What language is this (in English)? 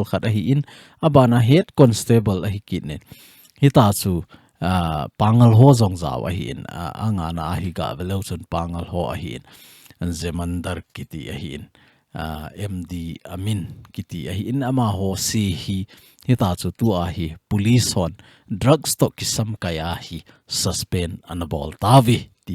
Thado Chin